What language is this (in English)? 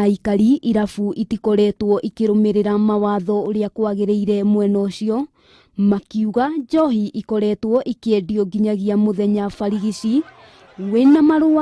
Kikuyu